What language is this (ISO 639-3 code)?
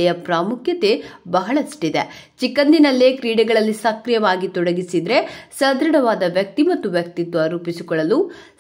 kan